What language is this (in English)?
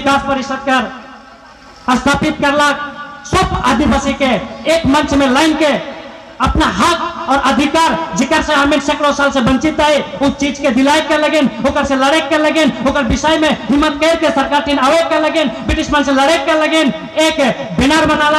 Sadri